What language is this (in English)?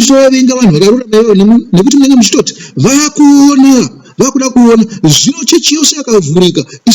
Shona